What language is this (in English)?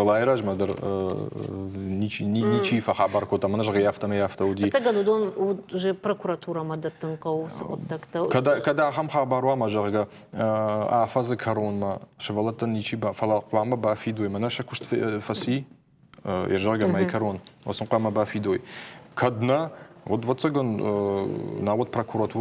Ossetic